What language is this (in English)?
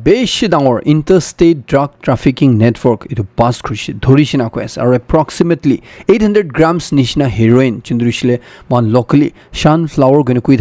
Naga Pidgin